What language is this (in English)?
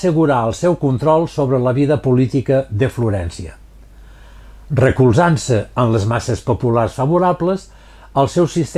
Catalan